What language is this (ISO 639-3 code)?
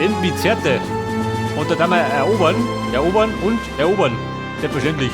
bar